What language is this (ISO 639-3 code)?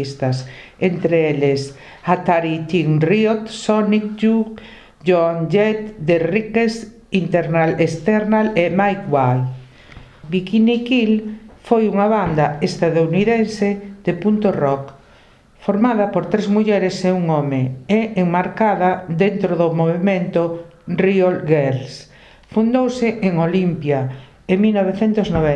glg